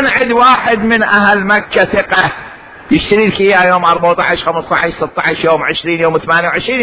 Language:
Mesopotamian Arabic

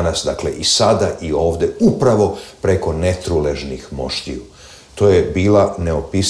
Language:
Serbian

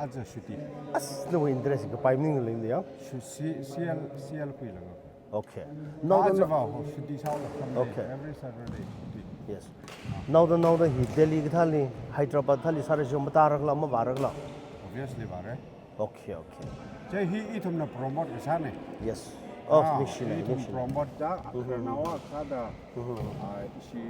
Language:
Tangkhul Naga (India)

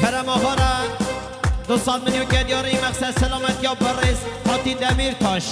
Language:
Kurdish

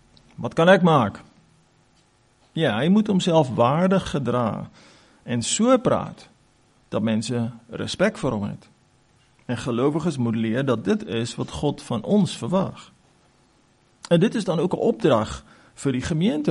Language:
Afrikaans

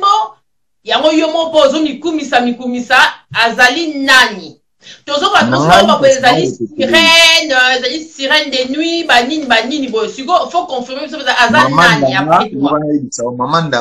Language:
Lingala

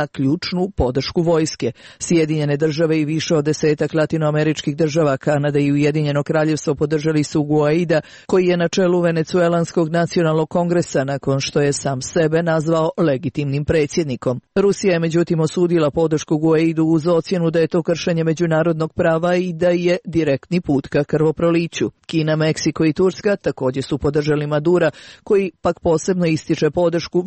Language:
Serbian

